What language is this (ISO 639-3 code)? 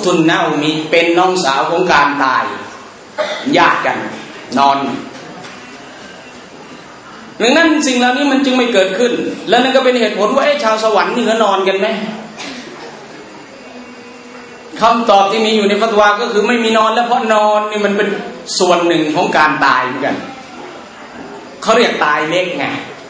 tha